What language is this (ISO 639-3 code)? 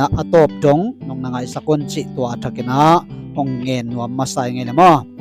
ctd